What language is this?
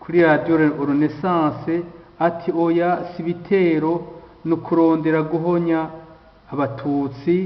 Rundi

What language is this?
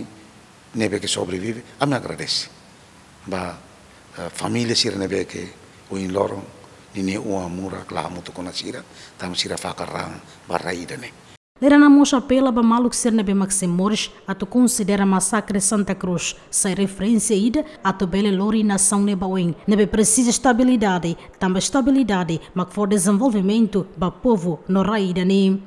Tetum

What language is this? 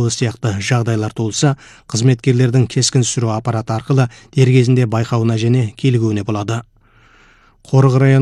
Kazakh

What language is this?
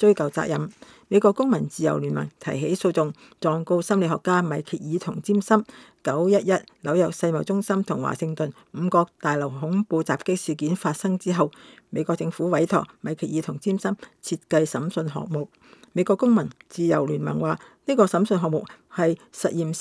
Cantonese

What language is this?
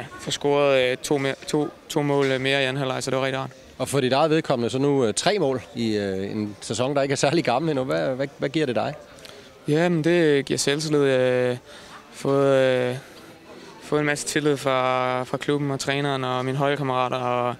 Danish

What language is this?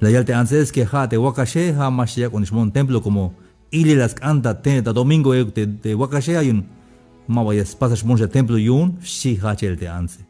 Tzeltal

